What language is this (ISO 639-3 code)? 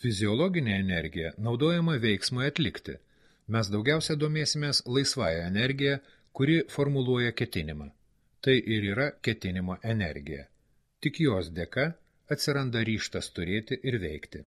lit